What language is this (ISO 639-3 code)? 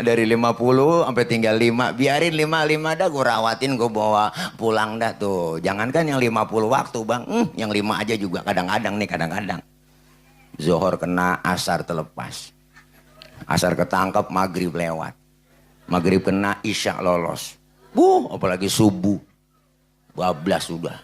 bew